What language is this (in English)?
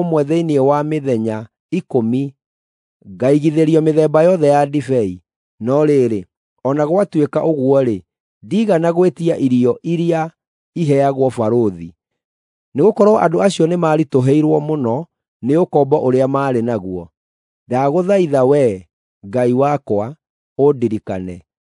Kikuyu